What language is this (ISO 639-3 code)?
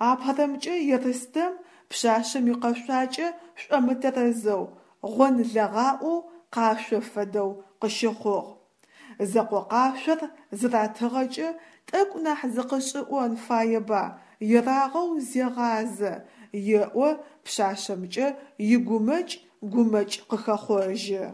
ady